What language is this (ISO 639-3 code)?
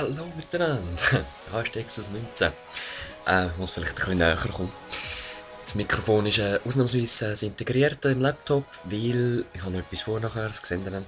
gsw